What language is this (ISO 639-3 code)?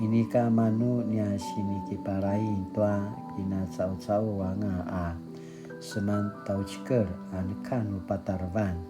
pwn